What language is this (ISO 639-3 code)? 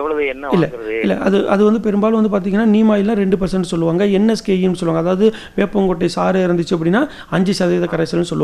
tam